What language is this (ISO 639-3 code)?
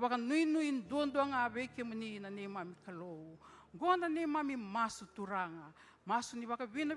fij